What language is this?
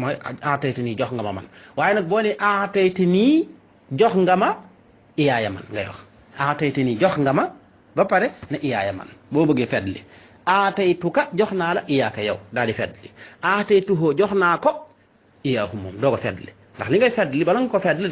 Wolof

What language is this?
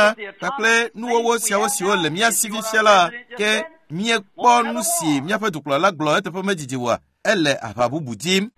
Ewe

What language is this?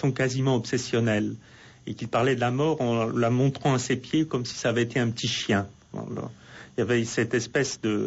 French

